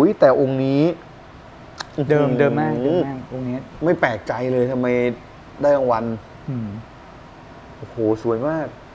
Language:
Thai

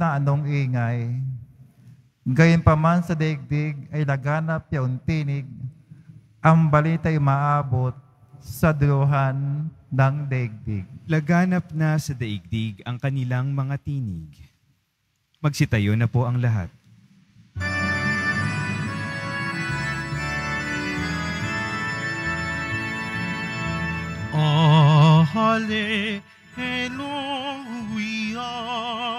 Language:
Filipino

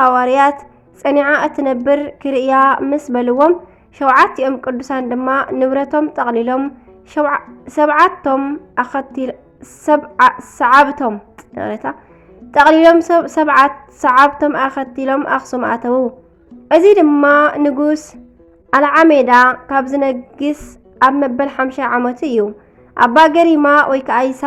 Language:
Tigrinya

